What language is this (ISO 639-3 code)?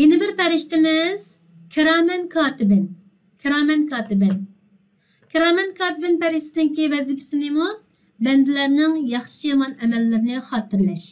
uig